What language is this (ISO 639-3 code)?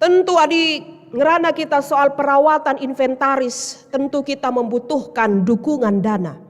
btx